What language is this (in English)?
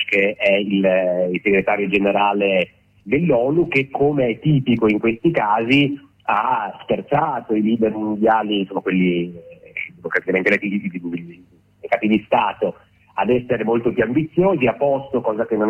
Italian